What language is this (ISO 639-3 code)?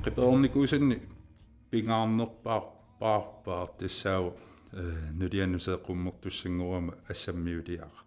kal